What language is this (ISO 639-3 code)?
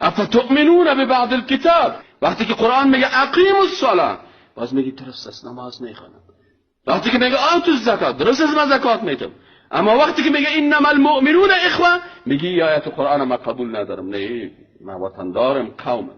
fas